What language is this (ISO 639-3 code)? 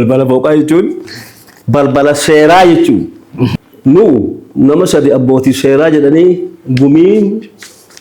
orm